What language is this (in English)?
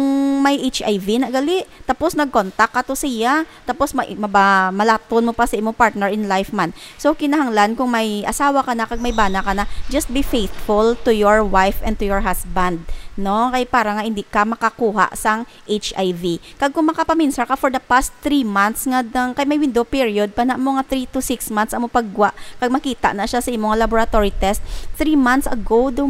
Hiligaynon